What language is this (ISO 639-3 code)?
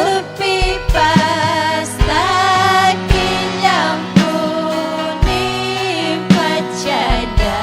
quy